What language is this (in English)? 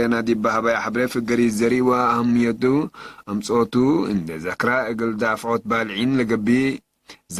Tigre